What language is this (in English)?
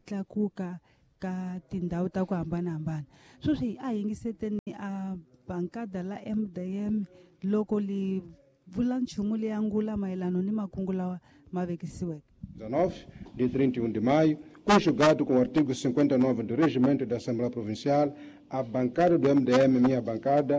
Tsonga